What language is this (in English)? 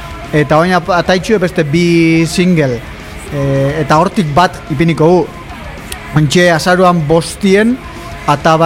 Basque